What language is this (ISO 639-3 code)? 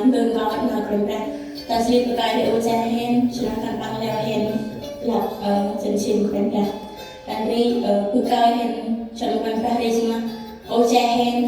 cmo